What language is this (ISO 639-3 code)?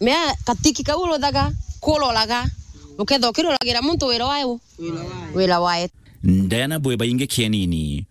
mer